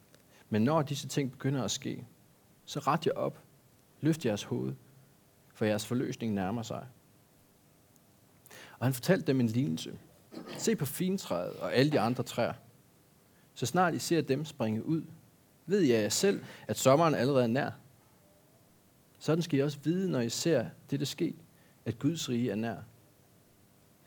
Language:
Danish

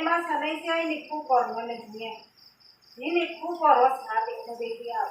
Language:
Riang (India)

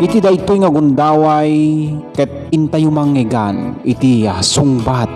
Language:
Iloko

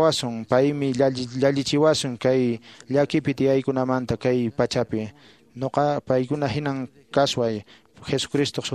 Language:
Quechua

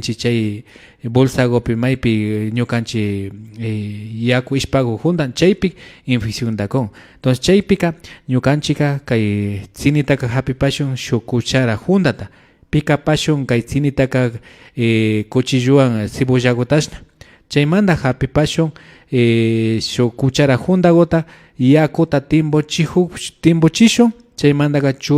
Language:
Imbabura Highland Quichua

